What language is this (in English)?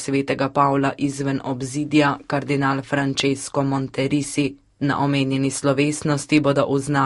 Slovenian